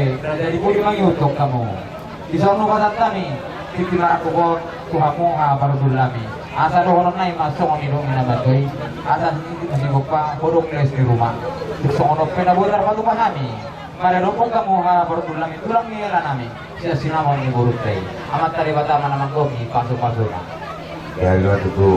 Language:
Batak Toba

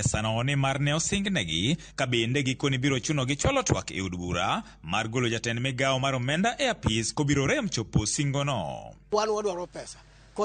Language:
Luo (Kenya and Tanzania)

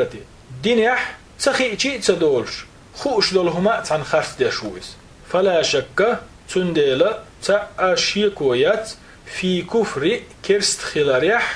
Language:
Chechen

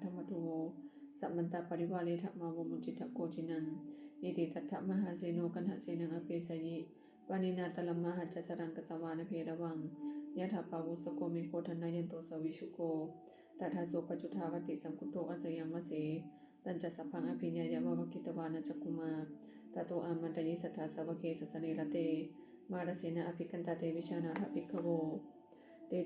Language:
Pali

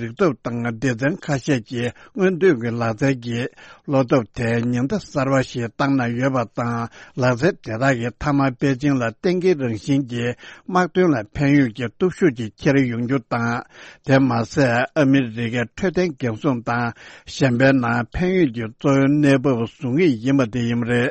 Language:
Tibetan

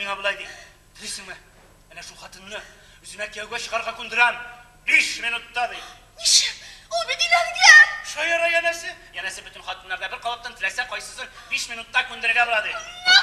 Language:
Tatar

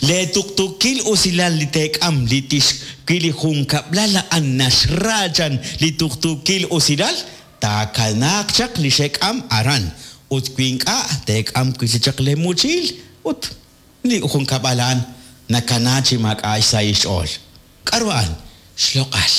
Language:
Kekchí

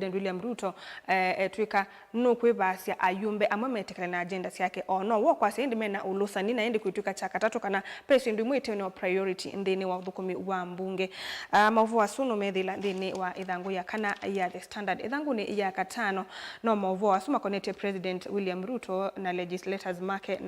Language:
Kamba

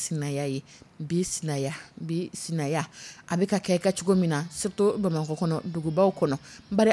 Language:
Dyula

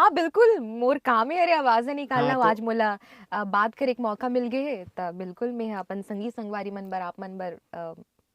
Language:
Chhattisgarhi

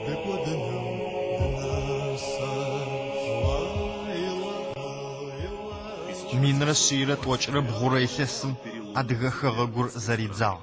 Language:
Adyghe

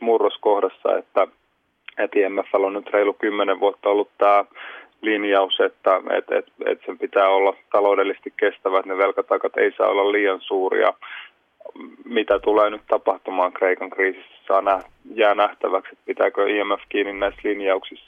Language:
Finnish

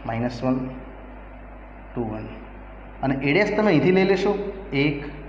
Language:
Gujarati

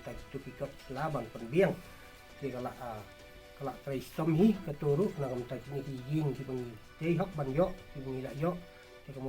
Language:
Khasi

